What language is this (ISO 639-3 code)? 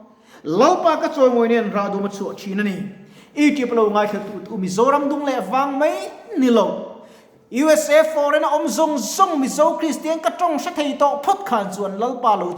lus